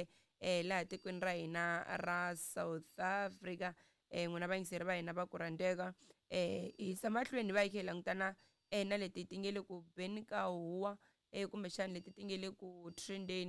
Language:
Tsonga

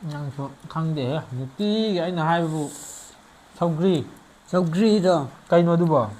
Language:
Manipuri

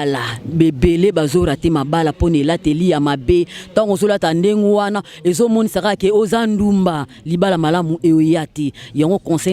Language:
Lingala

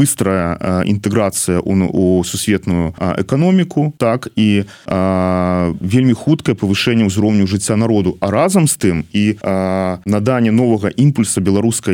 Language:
Belarusian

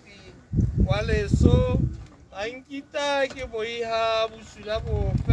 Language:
Tswana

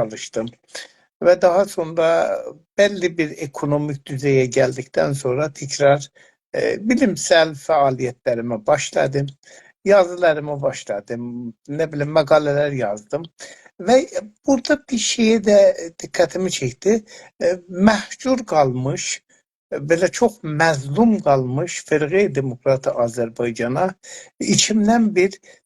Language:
South Azerbaijani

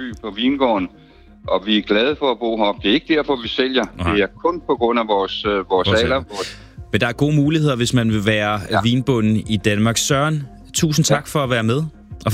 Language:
Danish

